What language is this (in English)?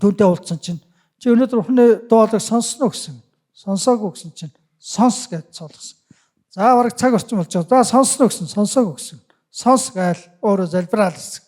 Mongolian